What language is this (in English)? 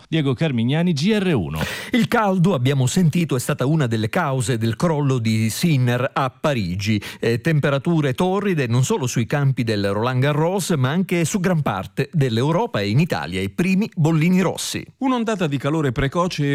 Italian